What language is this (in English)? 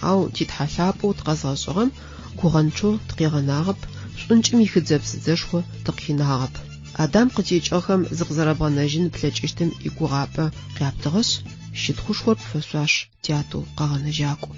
Adyghe